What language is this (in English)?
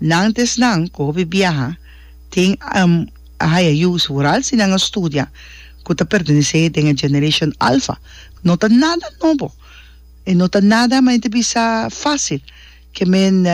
Papiamento